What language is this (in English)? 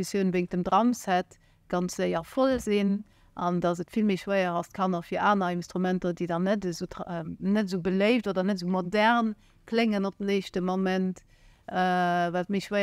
Luxembourgish